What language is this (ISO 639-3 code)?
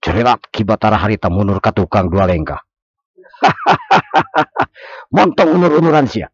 sun